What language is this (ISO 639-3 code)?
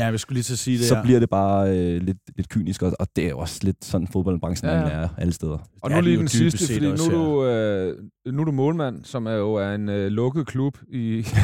dan